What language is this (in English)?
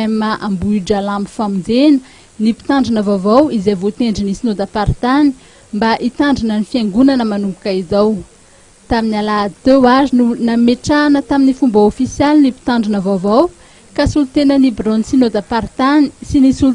Malagasy